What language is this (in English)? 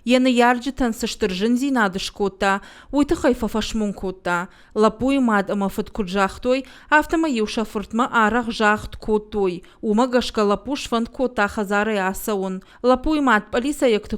Ossetic